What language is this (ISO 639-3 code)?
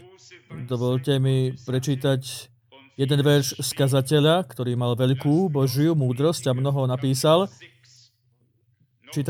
slk